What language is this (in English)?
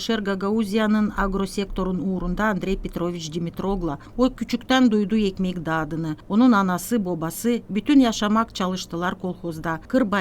Gagauz